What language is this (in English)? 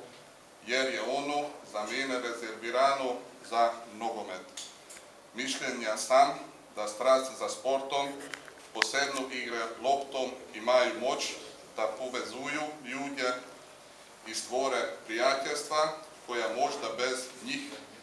Croatian